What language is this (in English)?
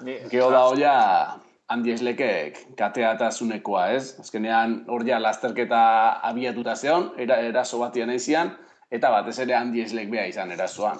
Basque